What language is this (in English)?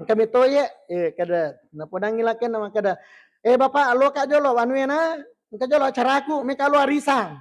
Buginese